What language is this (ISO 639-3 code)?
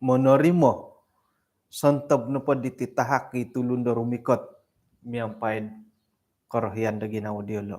dtp